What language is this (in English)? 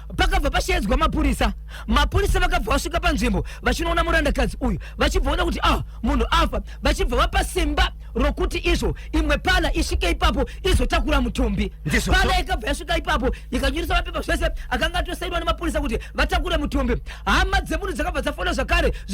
Shona